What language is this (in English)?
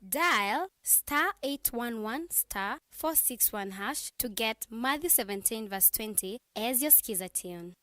Kamba